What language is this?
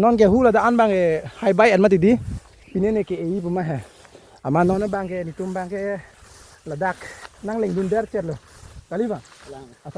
Karbi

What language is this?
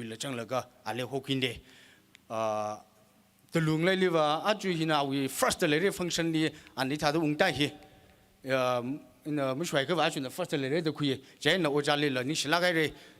Tangkhul Naga (India)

